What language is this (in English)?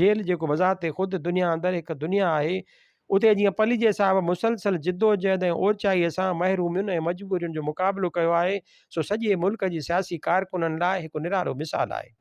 Sindhi